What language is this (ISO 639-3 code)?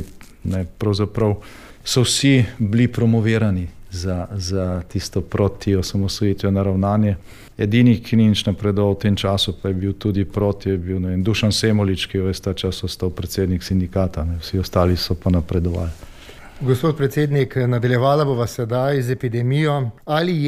slv